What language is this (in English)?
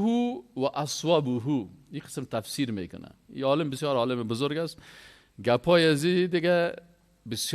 Persian